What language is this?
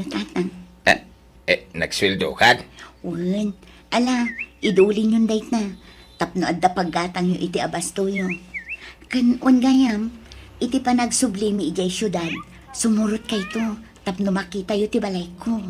Iloko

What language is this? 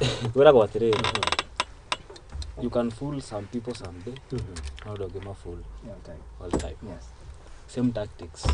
Kikuyu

